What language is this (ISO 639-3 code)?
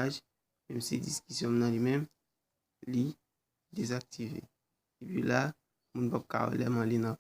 hat